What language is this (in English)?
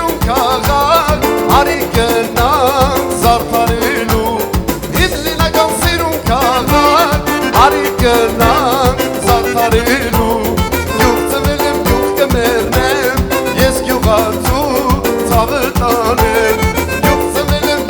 Kurdish